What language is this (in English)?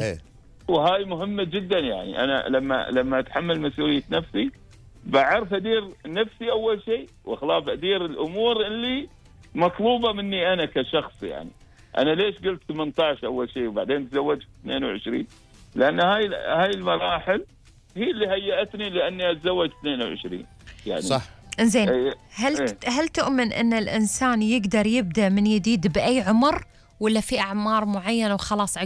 Gulf Arabic